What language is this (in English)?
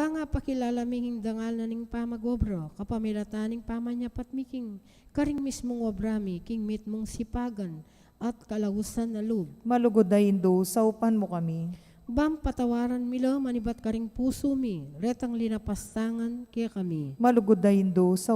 Pampanga